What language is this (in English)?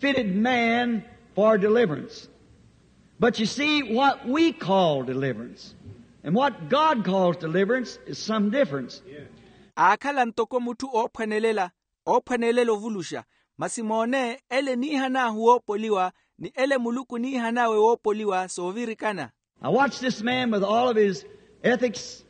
Makhuwa